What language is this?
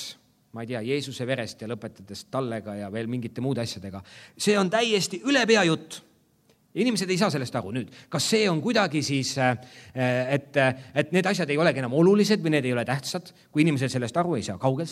Estonian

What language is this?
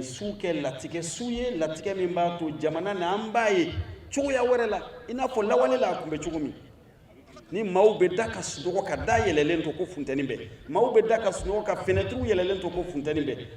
Bambara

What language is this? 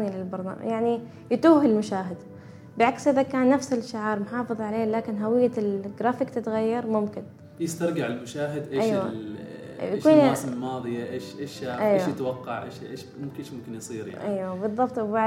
Gulf Arabic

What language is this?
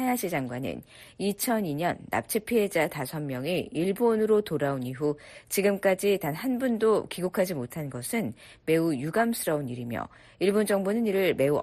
Korean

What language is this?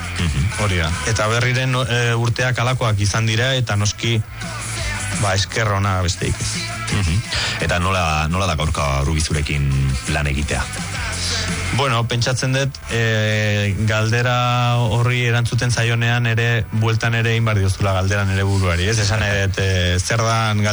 Basque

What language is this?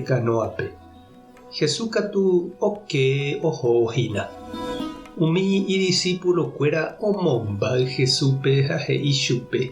Guarani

